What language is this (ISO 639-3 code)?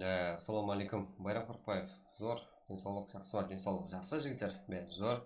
kaa